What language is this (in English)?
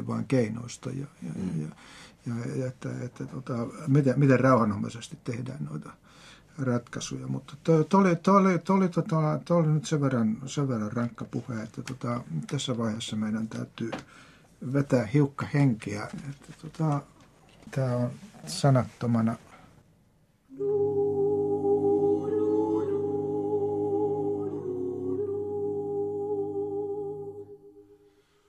Finnish